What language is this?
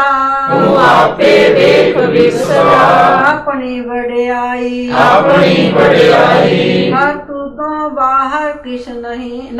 Punjabi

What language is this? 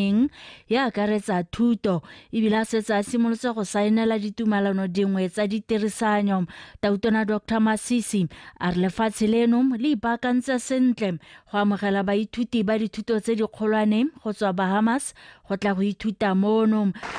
Tswana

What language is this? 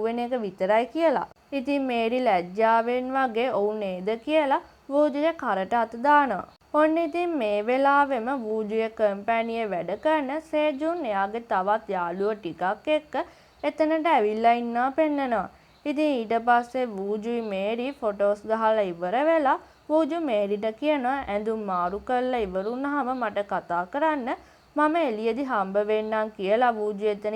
Sinhala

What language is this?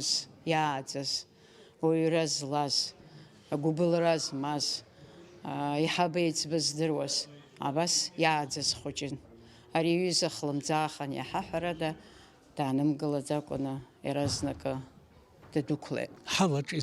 Abkhazian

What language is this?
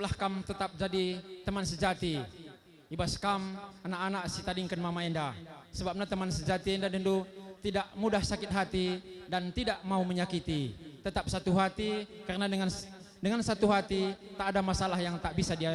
Batak Karo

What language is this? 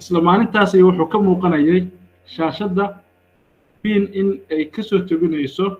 Somali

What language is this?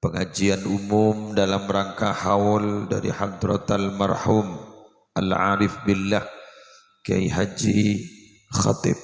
Madurese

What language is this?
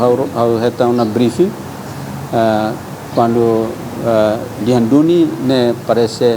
Tetum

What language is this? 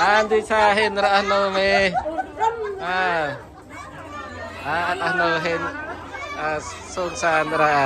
Central Mnong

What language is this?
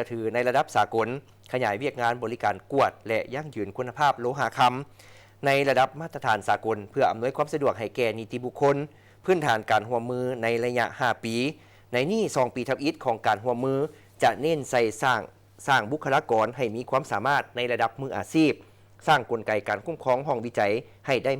Lao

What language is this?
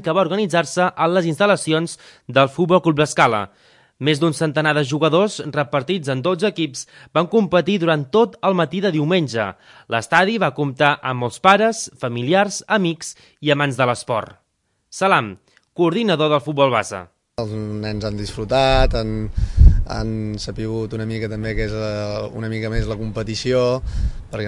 Catalan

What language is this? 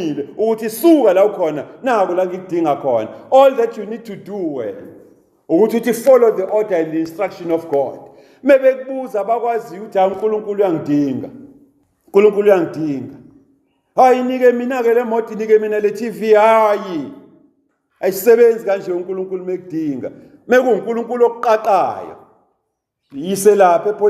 Zulu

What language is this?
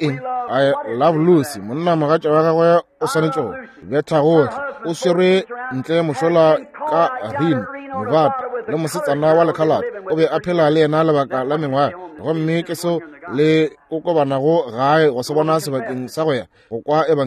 Northern Sotho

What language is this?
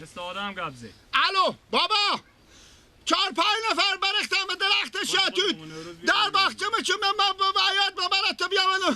Persian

